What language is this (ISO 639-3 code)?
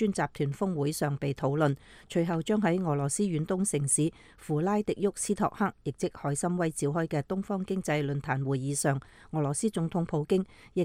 yue